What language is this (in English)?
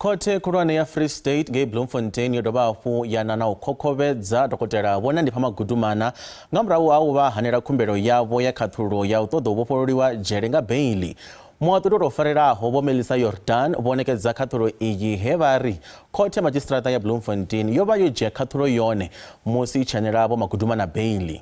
Venda